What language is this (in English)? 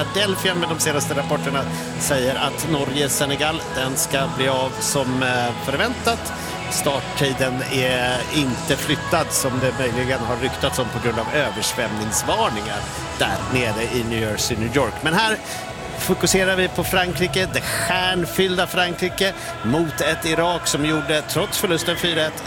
Swedish